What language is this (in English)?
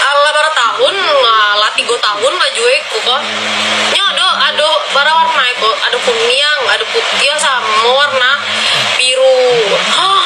Minangkabau